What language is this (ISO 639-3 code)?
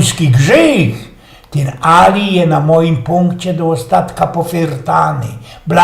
szl